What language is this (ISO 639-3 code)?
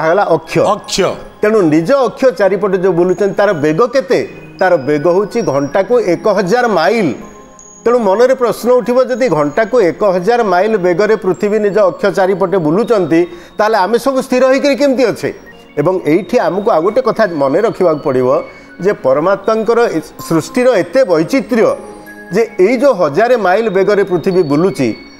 ori